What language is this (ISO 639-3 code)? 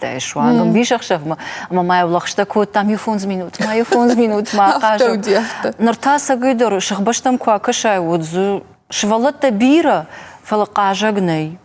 oss